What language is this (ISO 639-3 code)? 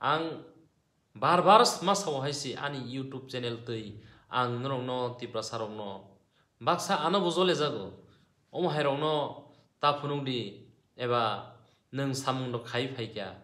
trp